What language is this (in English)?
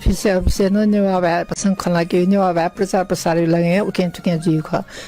Newari